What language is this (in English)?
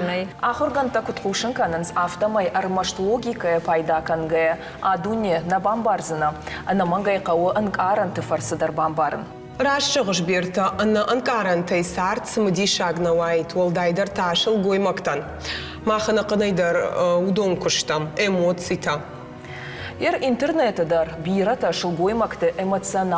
Ossetic